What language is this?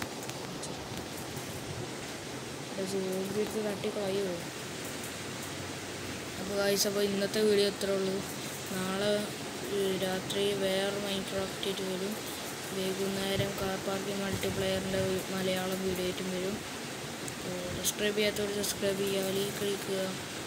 Malayalam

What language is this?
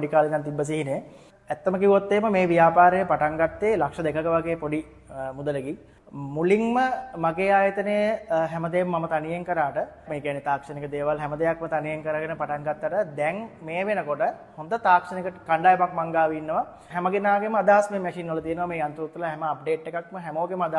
Sinhala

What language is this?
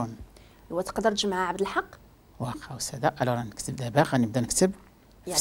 Moroccan Arabic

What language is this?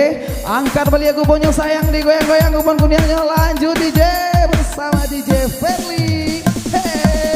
Minangkabau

